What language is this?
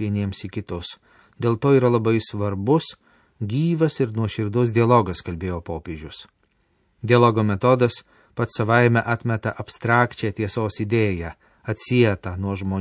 Lithuanian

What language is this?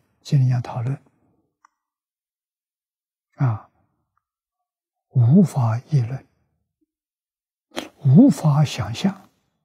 Chinese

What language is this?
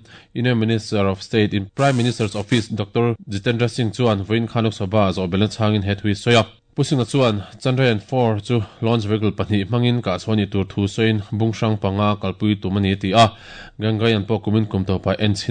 Mizo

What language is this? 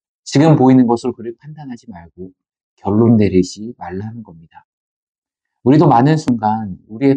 Korean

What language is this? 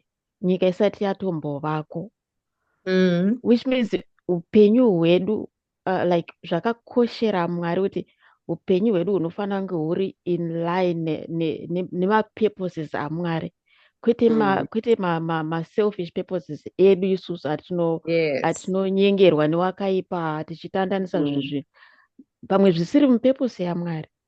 Shona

